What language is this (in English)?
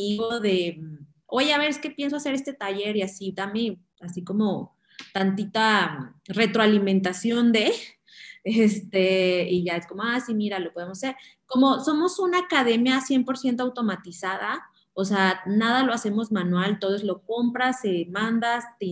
Spanish